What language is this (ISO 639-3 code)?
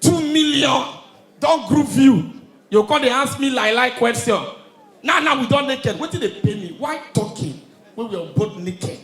pcm